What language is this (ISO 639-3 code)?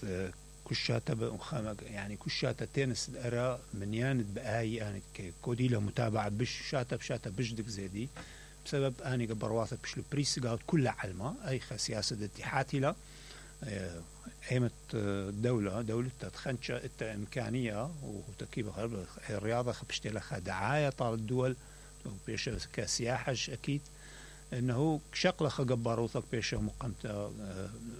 acm